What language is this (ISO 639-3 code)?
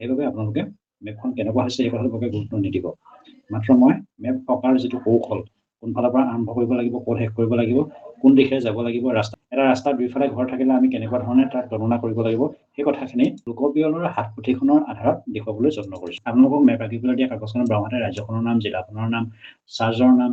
asm